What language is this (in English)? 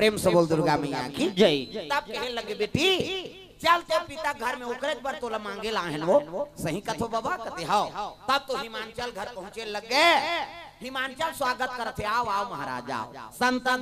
Chhattisgarhi